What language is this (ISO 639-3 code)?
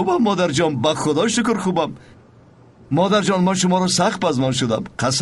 tgk